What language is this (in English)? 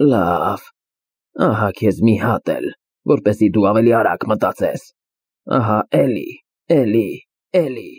Armenian